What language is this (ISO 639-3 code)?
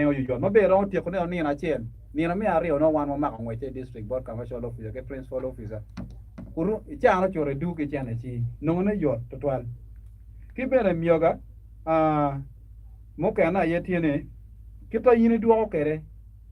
ach